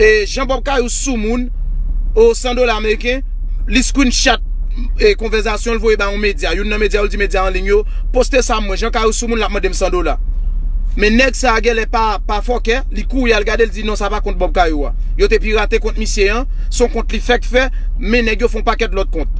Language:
Haitian Creole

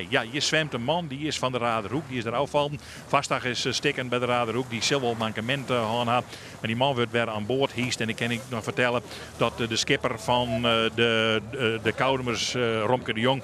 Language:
Western Frisian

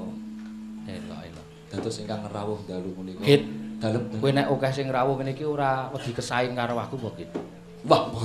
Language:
Javanese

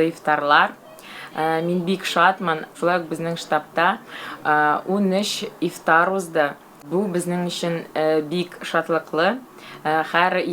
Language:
Tatar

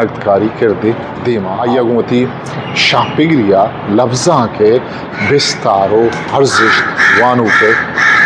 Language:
Eastern Balochi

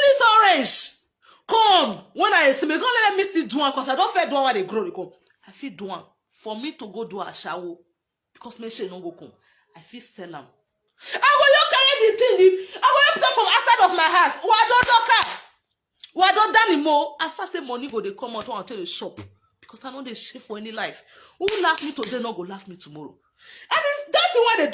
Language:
Nigerian Pidgin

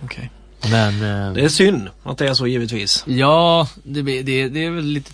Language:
Swedish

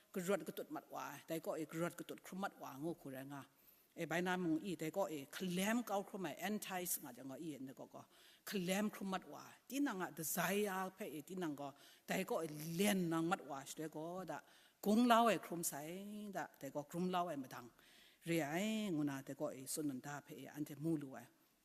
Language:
Kachin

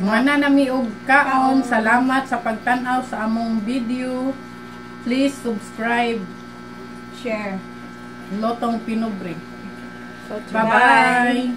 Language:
Cebuano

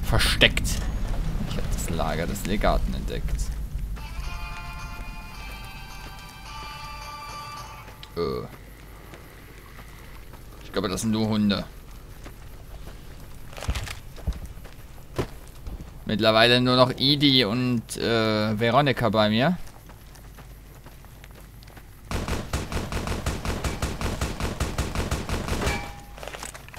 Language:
German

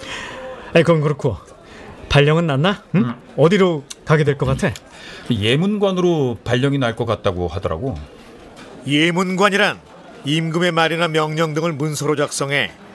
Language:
Korean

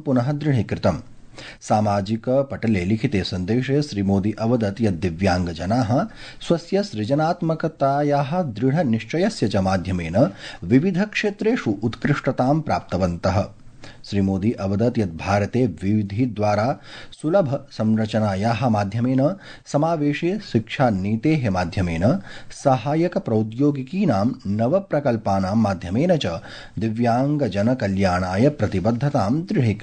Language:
Sanskrit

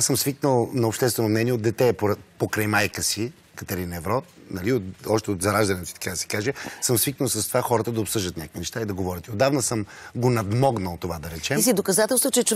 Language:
Bulgarian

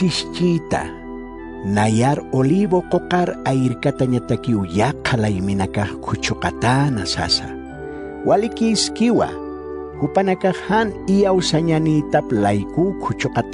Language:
Aymara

